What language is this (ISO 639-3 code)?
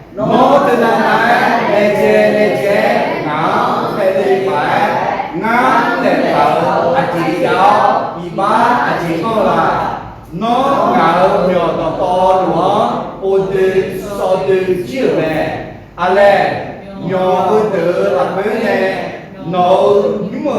ahk